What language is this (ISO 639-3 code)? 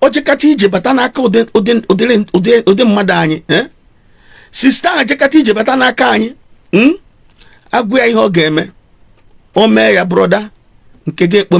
ibo